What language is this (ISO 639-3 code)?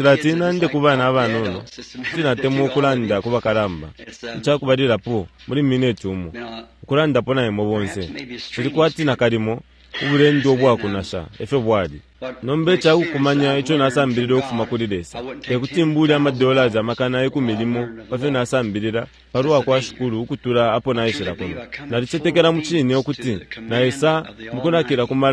bem